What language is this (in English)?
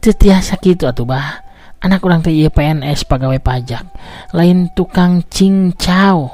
Sundanese